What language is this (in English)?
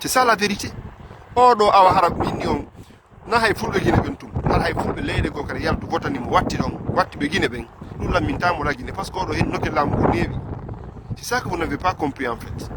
Fula